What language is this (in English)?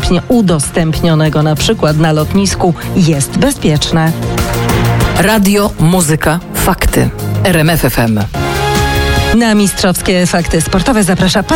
Polish